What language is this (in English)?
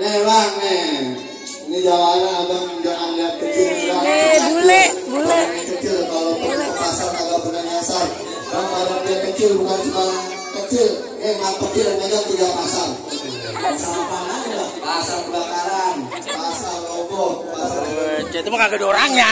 Betawi